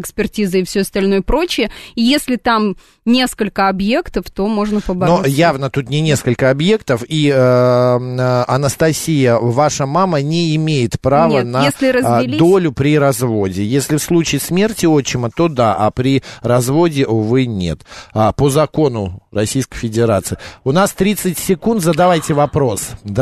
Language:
Russian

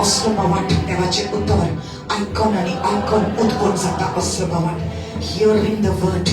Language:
Konkani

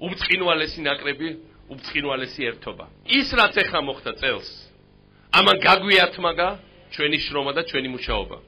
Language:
Georgian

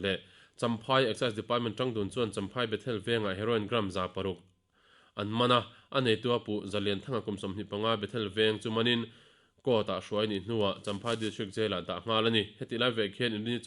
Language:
Mizo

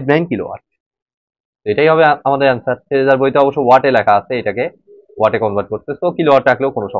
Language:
Bangla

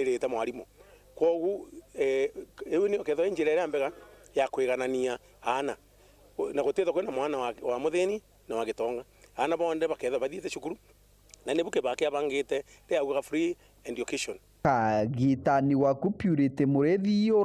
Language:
Meru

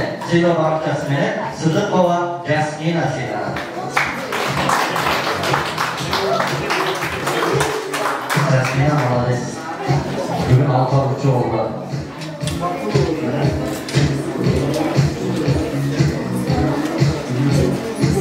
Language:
Kyrgyz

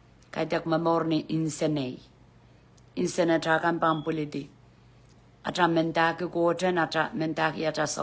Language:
Pohnpeian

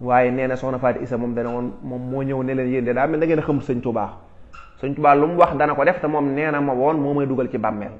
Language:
Wolof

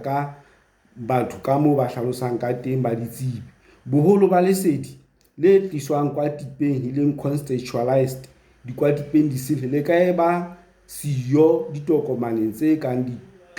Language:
Southern Sotho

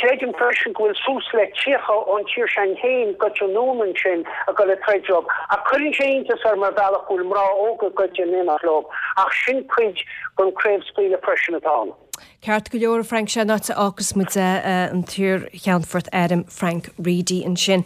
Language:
Irish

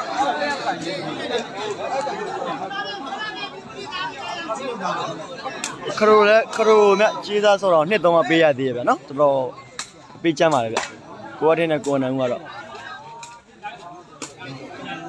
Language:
Burmese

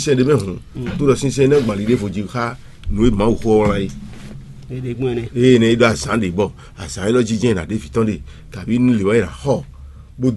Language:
Fon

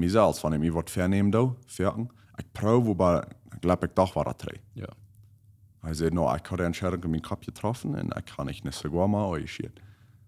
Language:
Plautdietsch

